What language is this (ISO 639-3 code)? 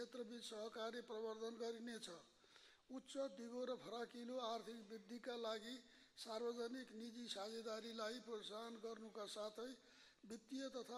nep